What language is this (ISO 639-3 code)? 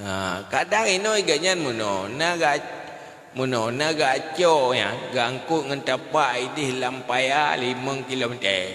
ace